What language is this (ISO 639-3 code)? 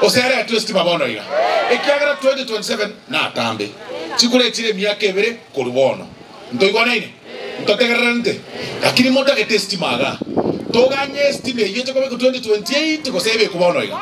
guz